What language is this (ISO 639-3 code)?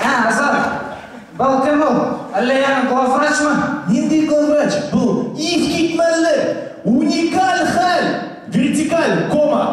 bak